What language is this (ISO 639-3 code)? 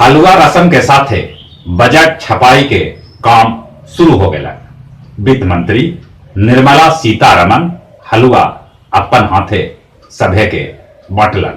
mag